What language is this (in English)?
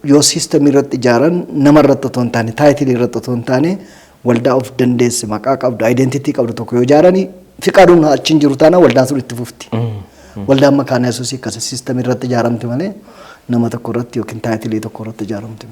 Oromo